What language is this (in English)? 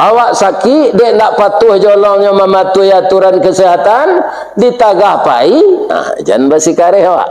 Minangkabau